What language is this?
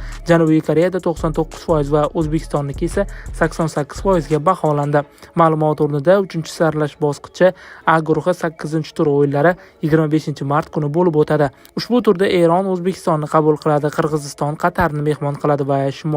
Uzbek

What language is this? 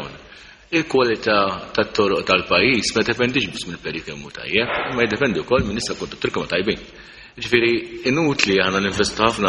Maltese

